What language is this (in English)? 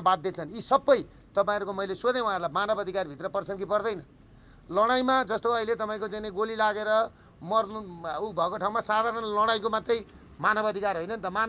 Nepali